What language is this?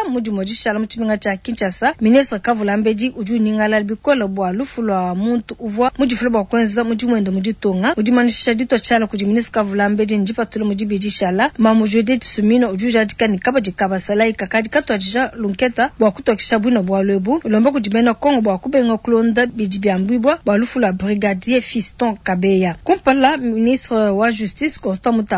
Luba-Lulua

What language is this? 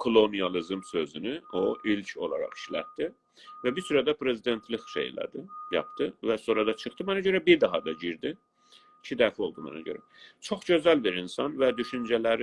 South Azerbaijani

